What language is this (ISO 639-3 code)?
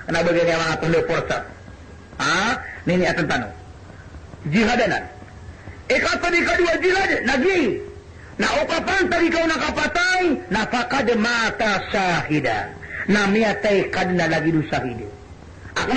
mrw